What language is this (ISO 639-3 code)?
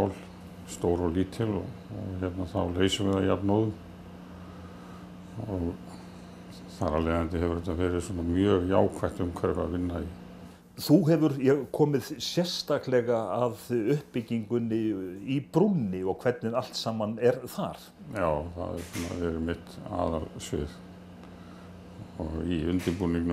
isl